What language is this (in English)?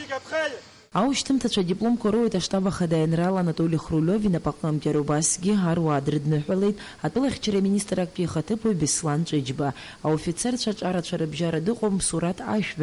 Abkhazian